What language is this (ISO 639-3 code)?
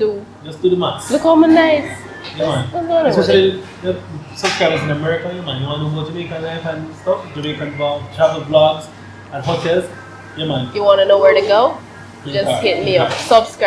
jam